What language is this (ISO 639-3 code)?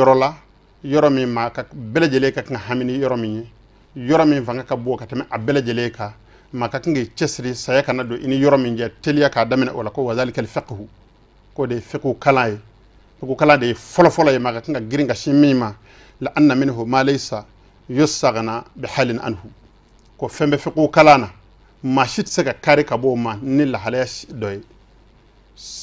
bam